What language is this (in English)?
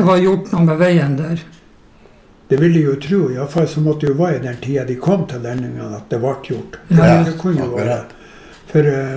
Norwegian